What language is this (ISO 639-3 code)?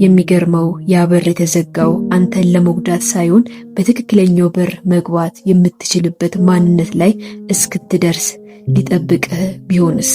amh